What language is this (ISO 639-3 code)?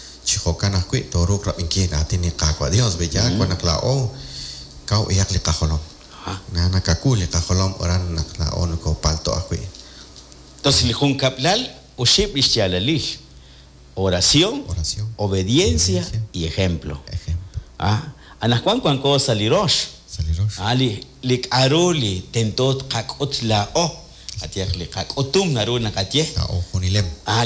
kek